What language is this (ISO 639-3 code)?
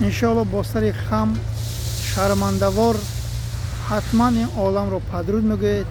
tgk